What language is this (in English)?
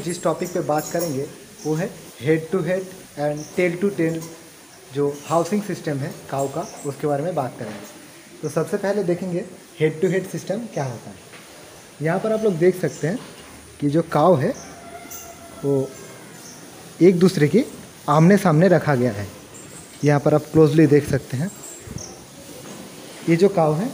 Hindi